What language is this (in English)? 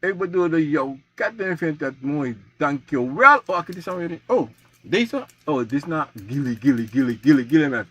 Sranan Tongo